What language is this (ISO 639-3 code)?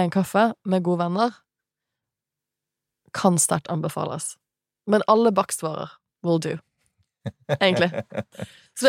nor